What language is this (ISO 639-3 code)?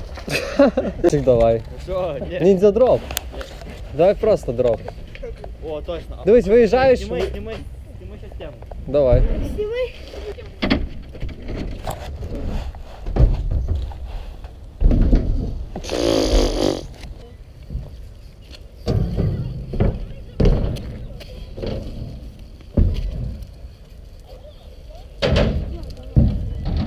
ukr